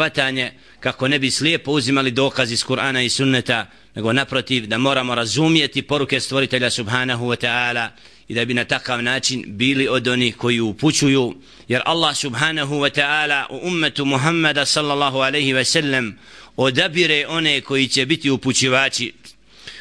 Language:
Bosnian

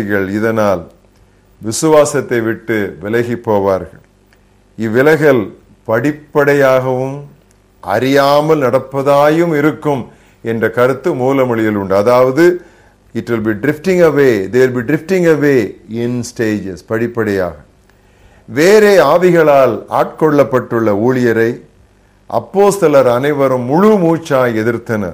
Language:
Tamil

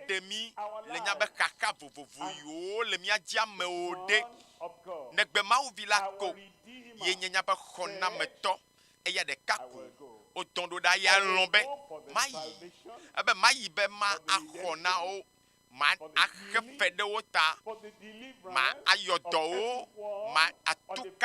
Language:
Ewe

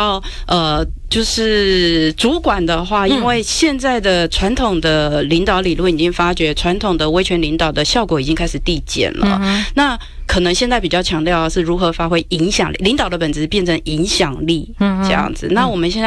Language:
Chinese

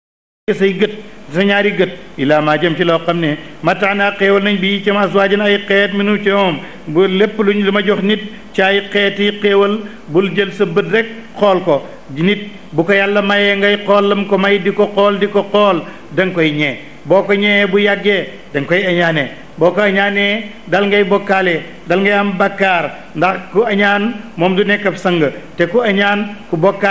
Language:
Wolof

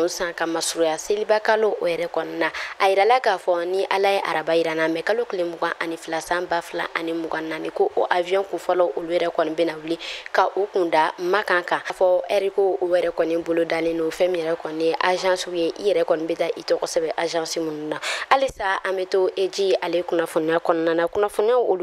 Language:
Bambara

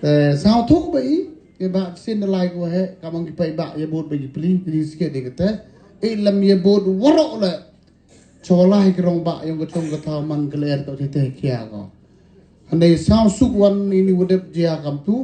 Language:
Khasi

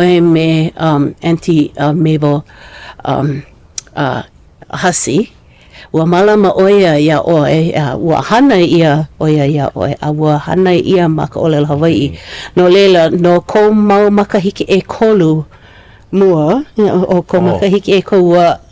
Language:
Hawaiian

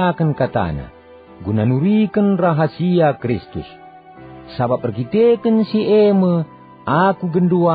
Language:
Batak Karo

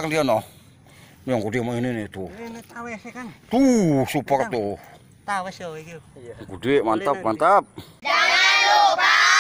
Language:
Betawi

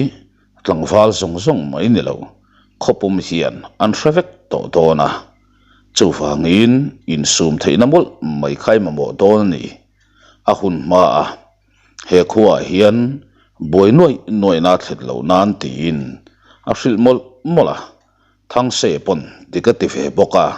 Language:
Mizo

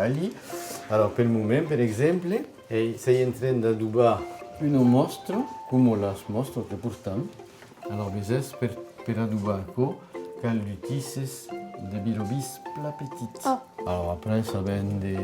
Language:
Occitan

